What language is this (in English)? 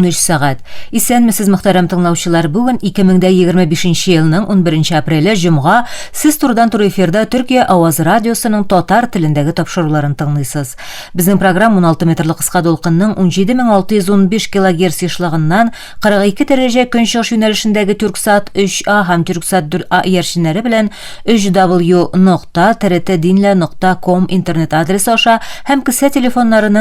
Tatar